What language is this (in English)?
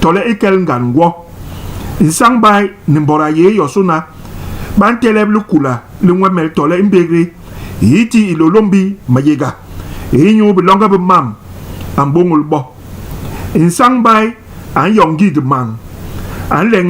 Basaa